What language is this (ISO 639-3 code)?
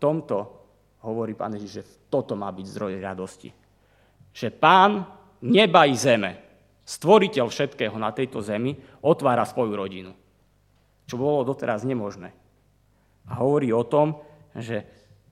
slk